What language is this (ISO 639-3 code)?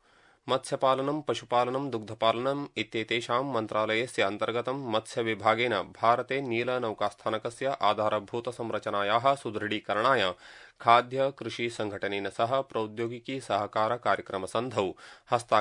san